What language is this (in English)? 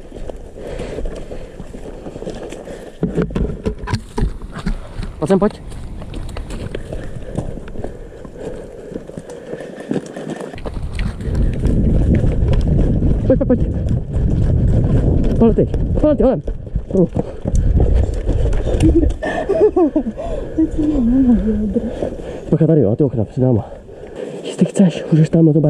Czech